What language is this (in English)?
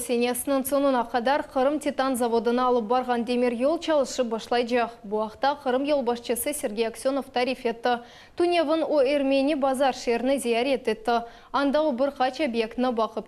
Crimean Tatar